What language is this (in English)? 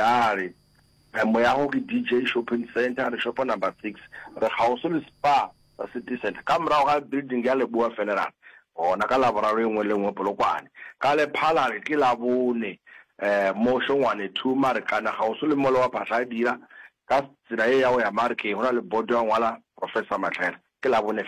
Northern Sotho